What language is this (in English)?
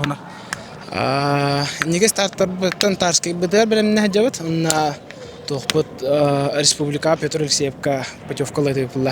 Yakut